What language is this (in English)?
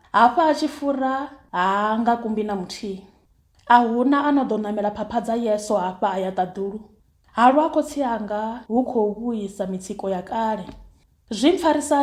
Venda